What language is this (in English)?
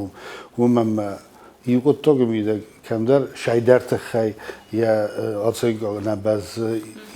Ossetic